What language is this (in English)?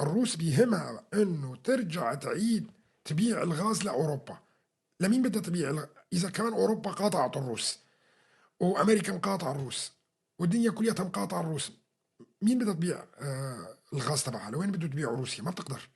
North Levantine Arabic